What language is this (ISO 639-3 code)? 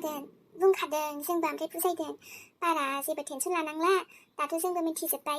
brx